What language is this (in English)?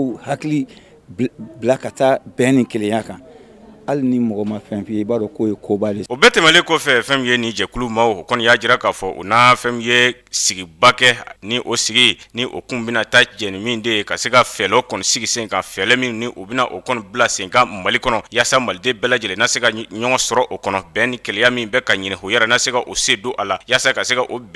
Bambara